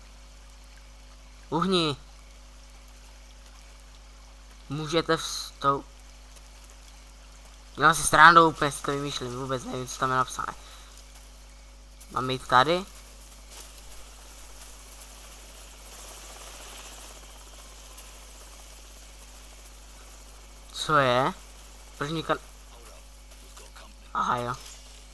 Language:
Czech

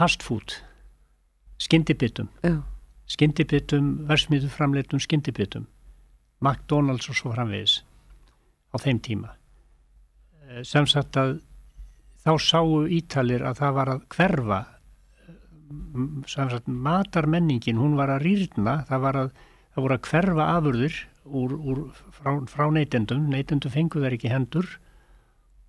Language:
Icelandic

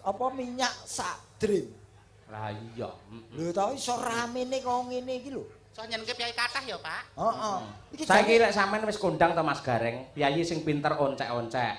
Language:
Javanese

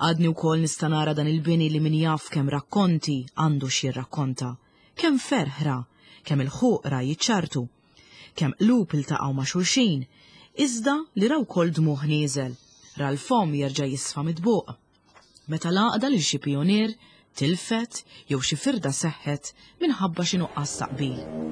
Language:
Maltese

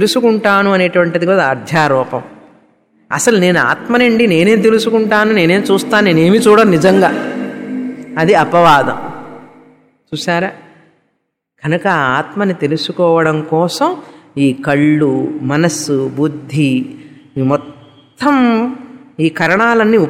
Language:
Telugu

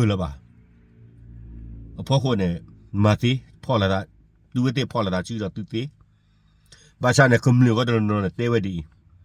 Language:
S'gaw Karen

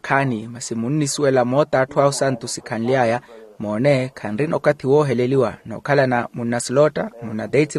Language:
Makhuwa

